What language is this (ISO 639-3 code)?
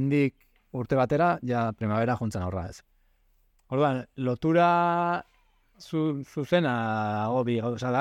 eus